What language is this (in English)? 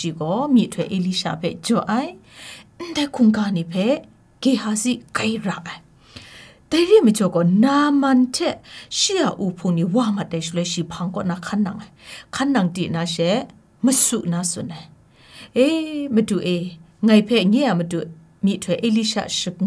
Kachin